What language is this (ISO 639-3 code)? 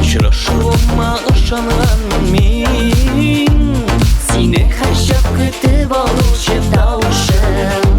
tat